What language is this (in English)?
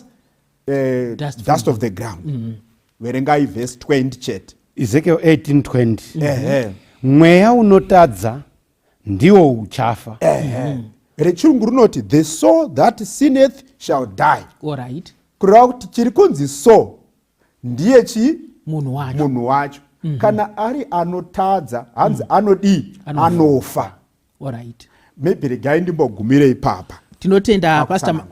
Shona